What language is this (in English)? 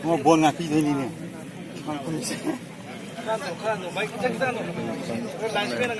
Manipuri